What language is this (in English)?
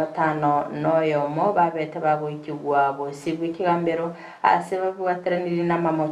Gusii